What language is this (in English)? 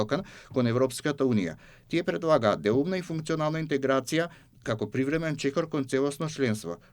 Macedonian